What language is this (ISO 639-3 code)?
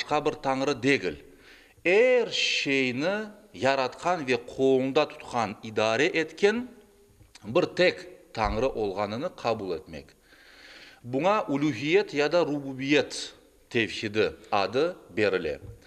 crh